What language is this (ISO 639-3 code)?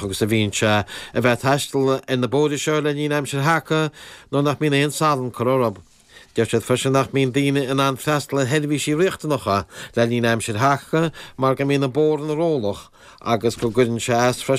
gle